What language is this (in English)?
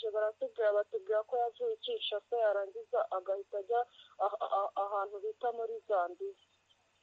Kinyarwanda